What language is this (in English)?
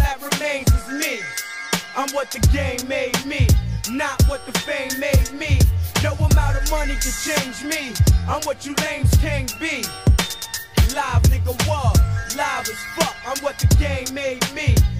English